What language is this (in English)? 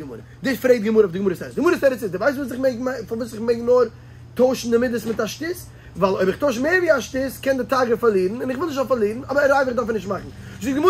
Yiddish